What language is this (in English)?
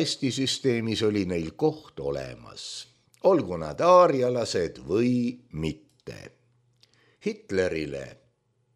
Estonian